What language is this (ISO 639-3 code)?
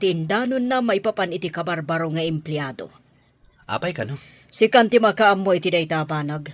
ilo